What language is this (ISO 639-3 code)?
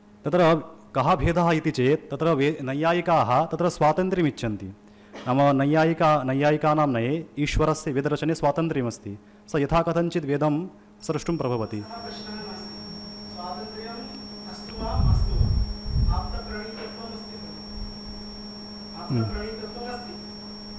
san